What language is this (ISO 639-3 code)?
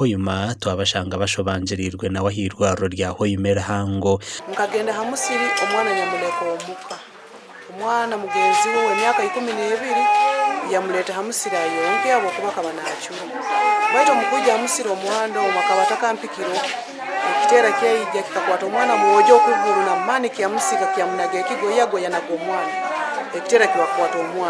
nyn